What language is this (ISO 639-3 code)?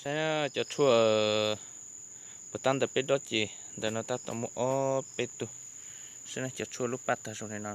hmn